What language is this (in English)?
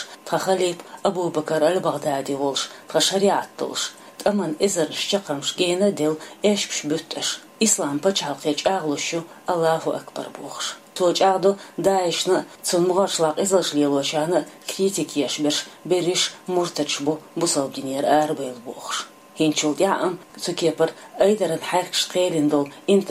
Chechen